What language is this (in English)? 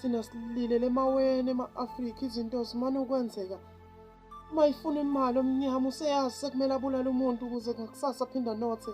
Zulu